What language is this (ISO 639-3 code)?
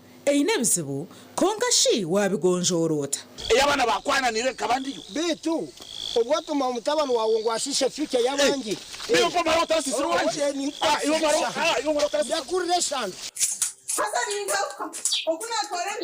nyn